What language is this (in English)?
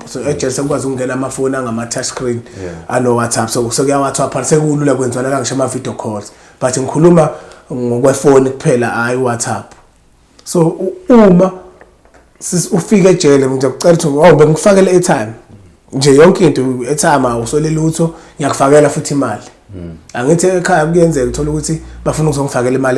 Zulu